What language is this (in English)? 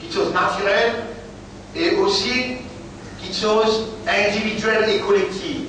Morisyen